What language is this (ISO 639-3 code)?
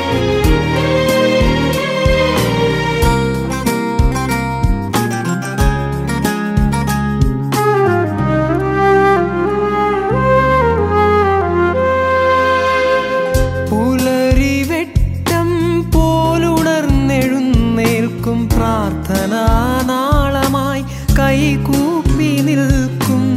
mal